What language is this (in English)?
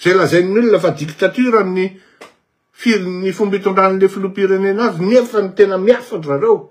Malagasy